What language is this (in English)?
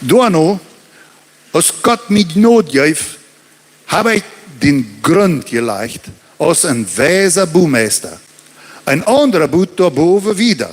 Plautdietsch